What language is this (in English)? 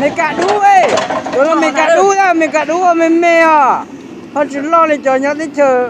Hmong